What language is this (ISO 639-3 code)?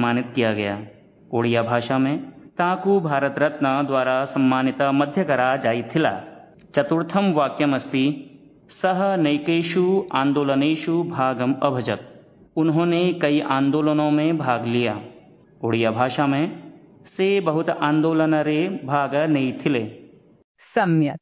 san